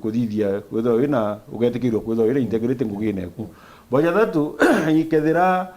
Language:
Meru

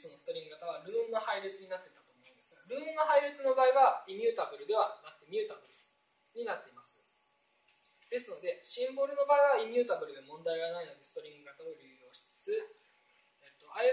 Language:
Japanese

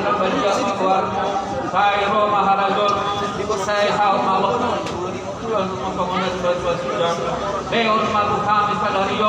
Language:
Batak Toba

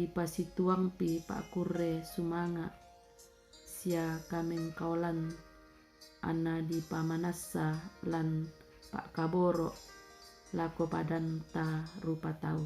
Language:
Toraja-Sa'dan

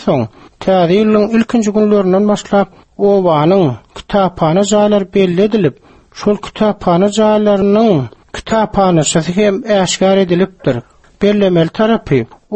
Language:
Turkmen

